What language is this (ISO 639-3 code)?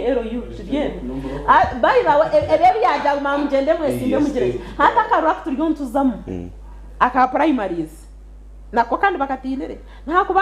nyn